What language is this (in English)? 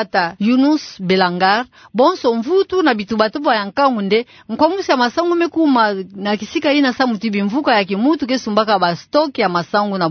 Kituba (Democratic Republic of Congo)